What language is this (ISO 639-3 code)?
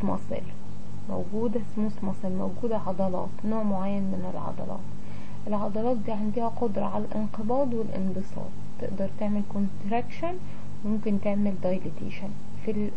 arz